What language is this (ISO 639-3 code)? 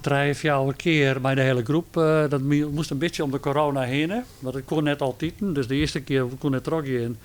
fry